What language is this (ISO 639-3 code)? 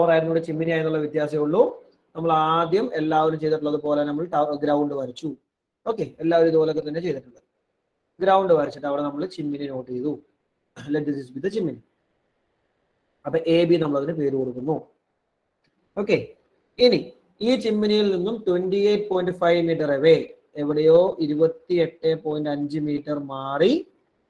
mal